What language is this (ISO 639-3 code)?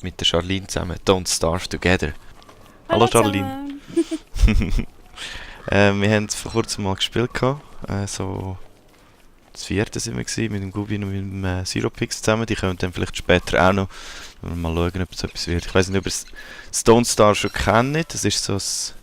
gsw